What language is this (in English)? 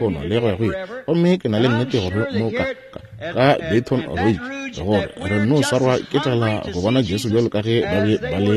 Northern Sotho